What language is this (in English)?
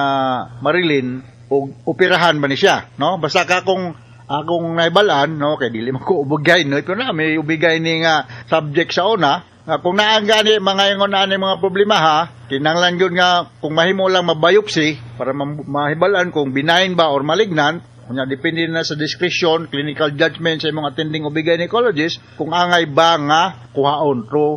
Cebuano